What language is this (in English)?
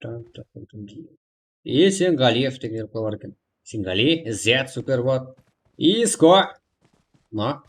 Kara-Kalpak